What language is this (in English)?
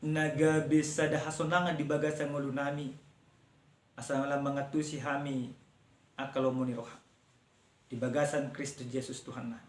Batak Toba